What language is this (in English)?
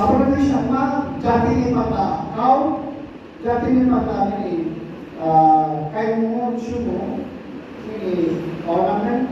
Riang (India)